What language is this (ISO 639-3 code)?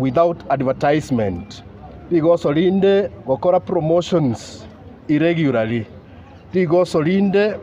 guz